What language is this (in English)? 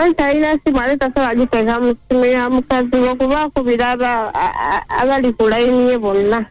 Ganda